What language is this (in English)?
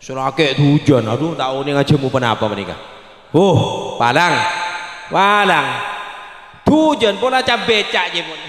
Madurese